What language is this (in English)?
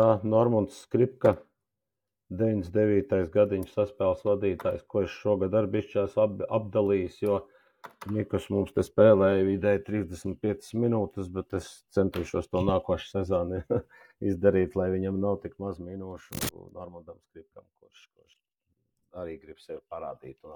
Latvian